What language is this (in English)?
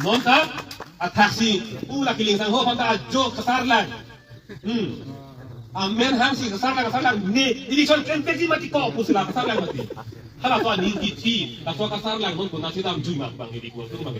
Karbi